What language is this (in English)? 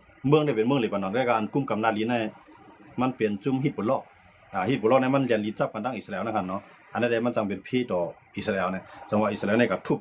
Shan